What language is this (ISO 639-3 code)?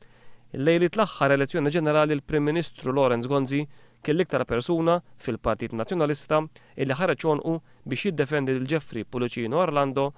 mlt